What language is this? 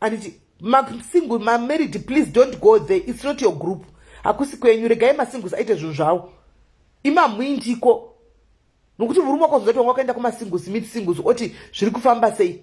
Shona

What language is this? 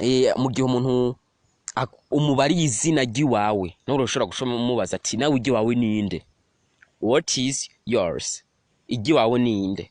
Rundi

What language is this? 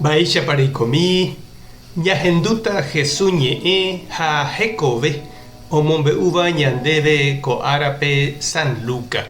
Guarani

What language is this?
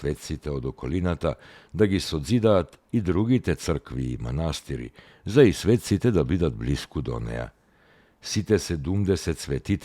Macedonian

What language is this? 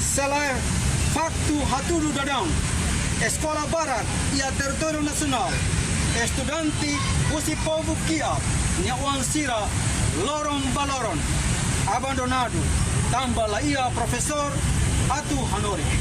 Tetum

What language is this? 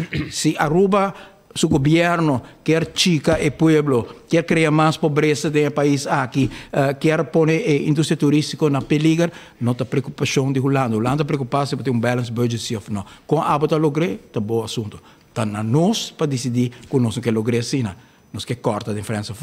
Papiamento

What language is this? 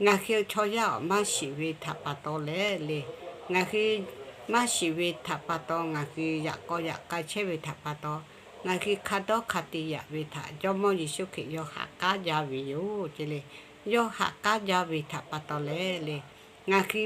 Lahu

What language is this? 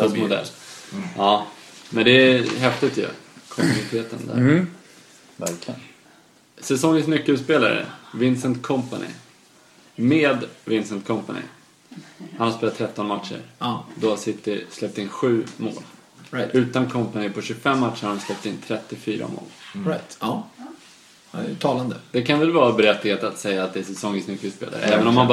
Swedish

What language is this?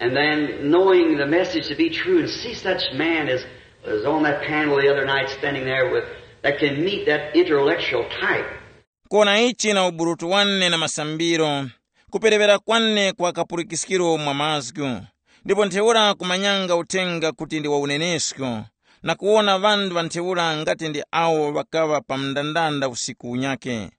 Tumbuka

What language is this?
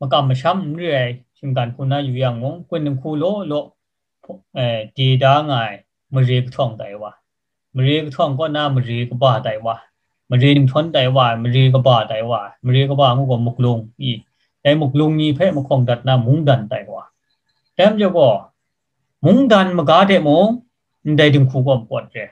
Kachin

